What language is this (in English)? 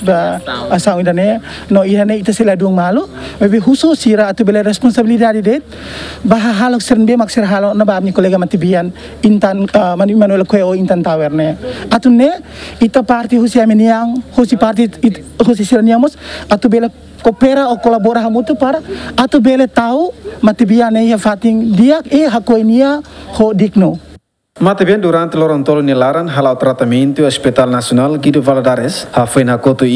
Tetum